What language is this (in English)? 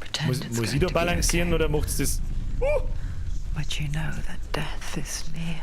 Bavarian